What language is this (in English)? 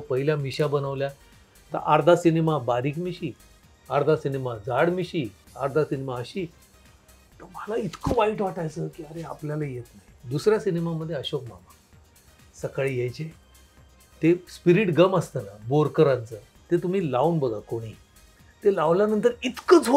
Marathi